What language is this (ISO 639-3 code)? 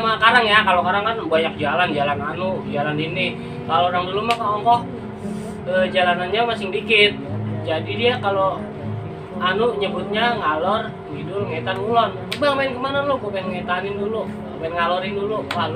bew